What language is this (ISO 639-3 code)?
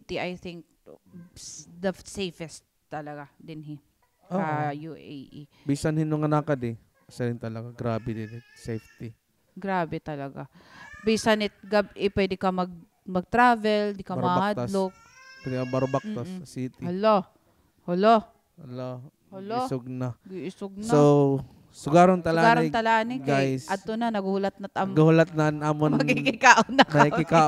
war